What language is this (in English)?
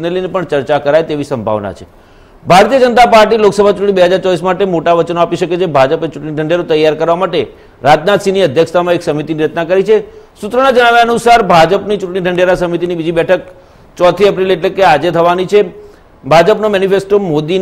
Gujarati